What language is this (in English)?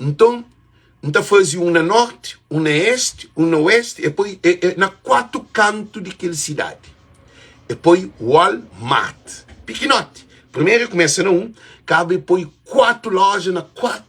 Kabuverdianu